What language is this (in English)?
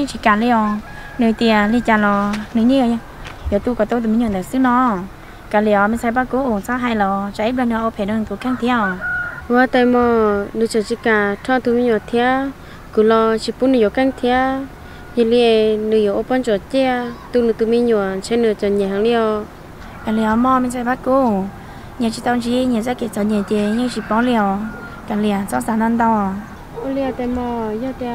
Vietnamese